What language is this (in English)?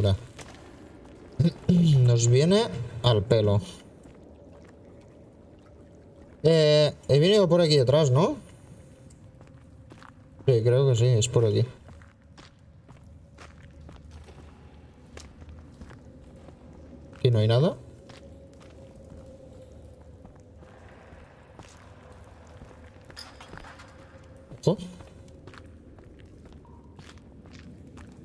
Spanish